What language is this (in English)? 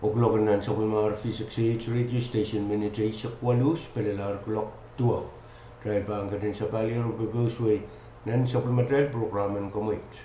Pohnpeian